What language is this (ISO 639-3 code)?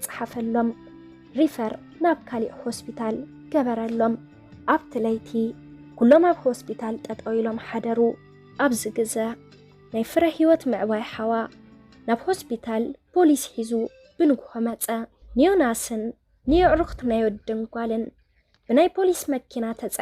tir